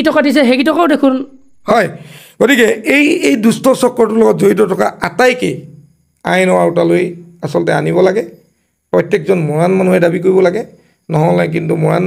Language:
Assamese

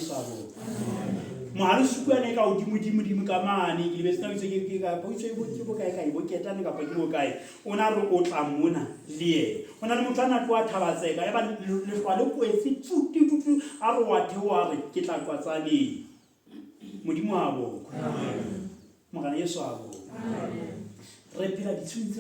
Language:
Southern Sotho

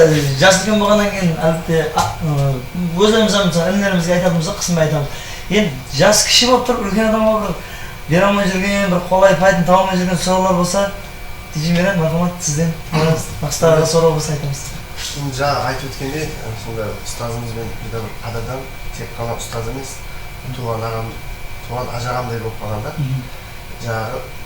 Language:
Kara-Kalpak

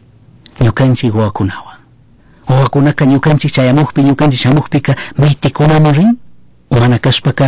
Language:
Chimborazo Highland Quichua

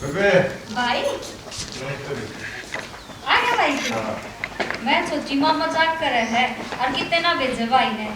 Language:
Haryanvi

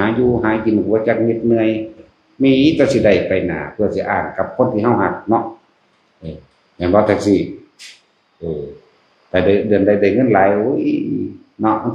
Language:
Northeastern Thai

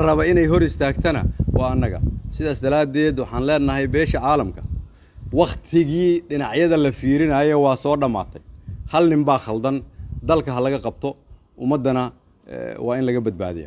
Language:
Somali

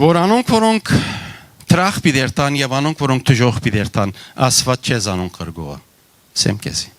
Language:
Western Armenian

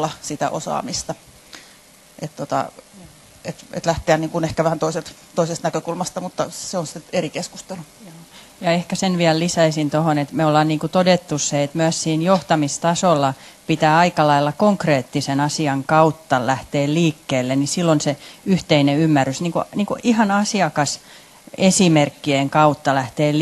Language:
Finnish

